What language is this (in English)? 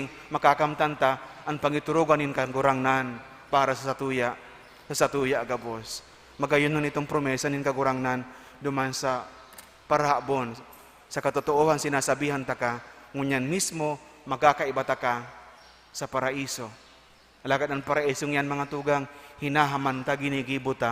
Bikol